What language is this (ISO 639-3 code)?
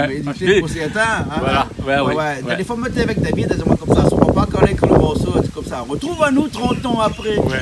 rcf